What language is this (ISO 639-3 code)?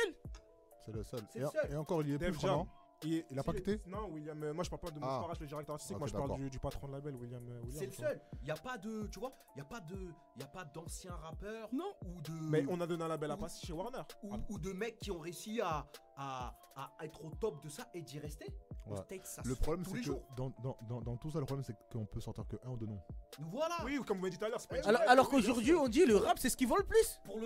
fra